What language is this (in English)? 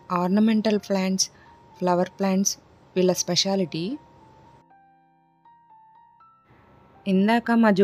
Telugu